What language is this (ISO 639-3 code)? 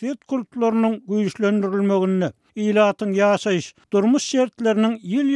tuk